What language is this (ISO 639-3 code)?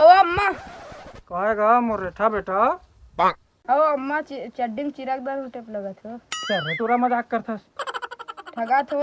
hne